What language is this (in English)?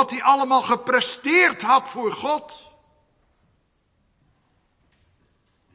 Dutch